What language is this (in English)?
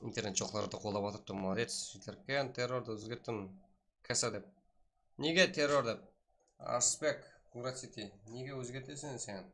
Kara-Kalpak